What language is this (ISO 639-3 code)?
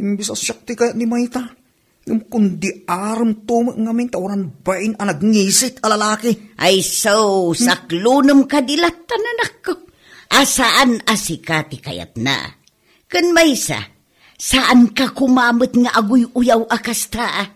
ilo